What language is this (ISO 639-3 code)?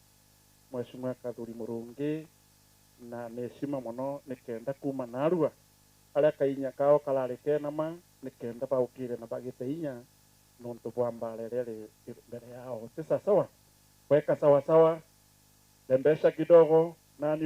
mer